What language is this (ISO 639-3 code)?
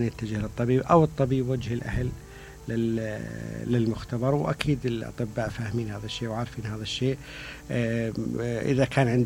acm